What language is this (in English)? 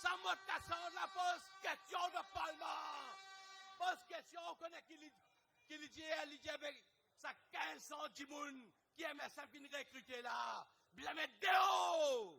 Morisyen